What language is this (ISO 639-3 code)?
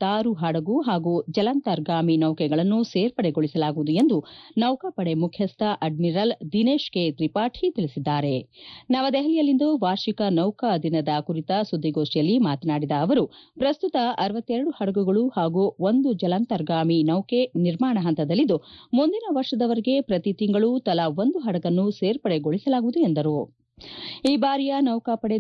kan